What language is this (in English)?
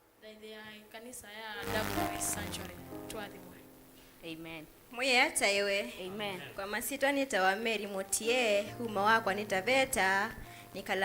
Kamba